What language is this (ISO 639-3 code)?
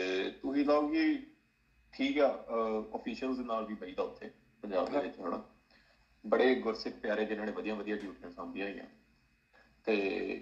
pan